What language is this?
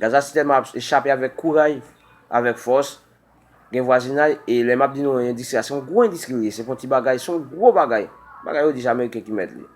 Haitian Creole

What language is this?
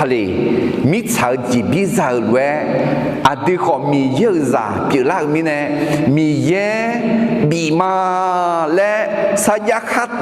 Akha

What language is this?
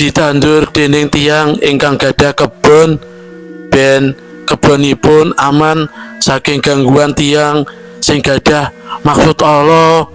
Javanese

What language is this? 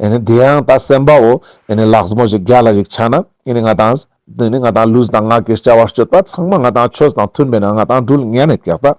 Ladakhi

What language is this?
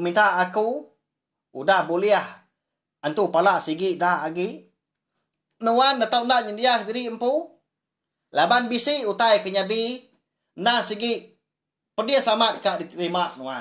Iban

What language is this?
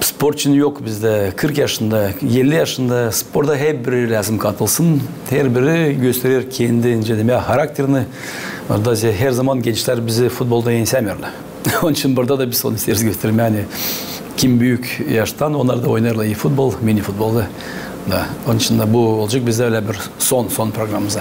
Gagauz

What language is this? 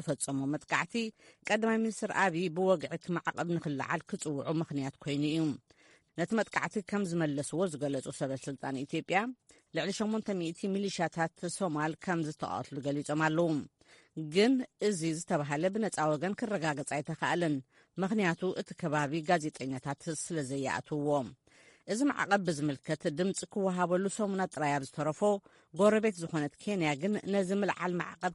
Tigrinya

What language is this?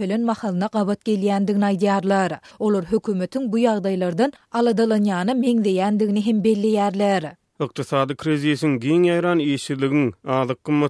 Turkmen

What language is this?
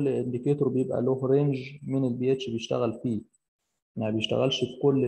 Egyptian Arabic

